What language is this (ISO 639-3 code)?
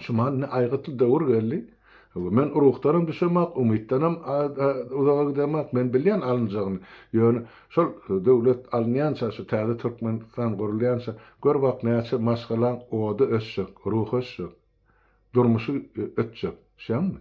tuk